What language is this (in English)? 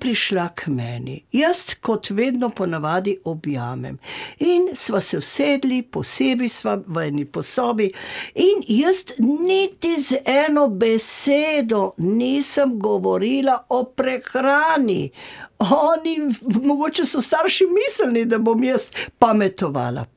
Slovenian